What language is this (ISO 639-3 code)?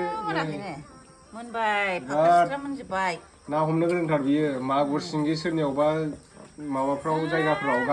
brx